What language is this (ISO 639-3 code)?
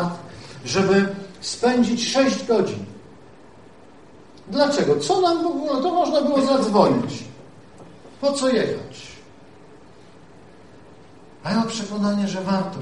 pol